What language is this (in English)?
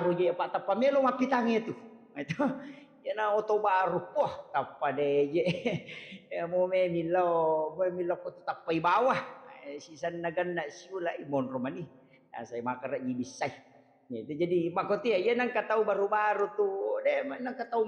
Buginese